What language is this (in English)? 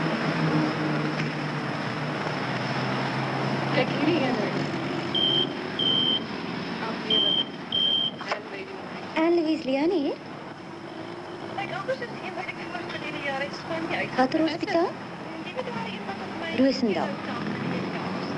Afrikaans